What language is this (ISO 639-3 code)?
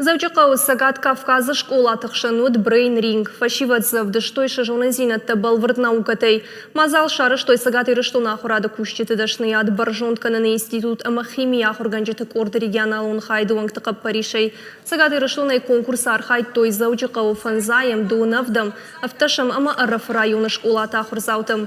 oss